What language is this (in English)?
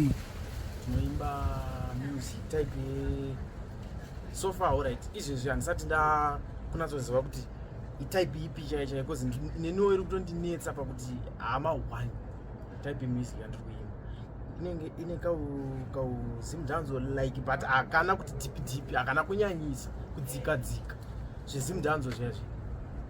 Shona